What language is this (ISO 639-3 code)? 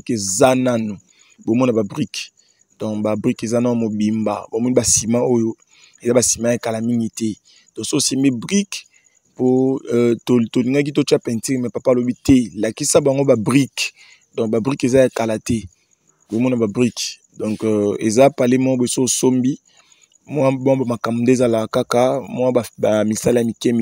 lin